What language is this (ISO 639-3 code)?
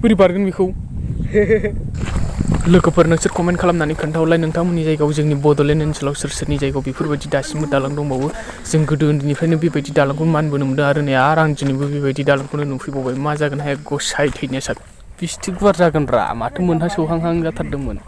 brx